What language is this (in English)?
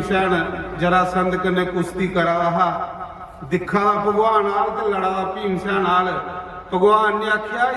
Dogri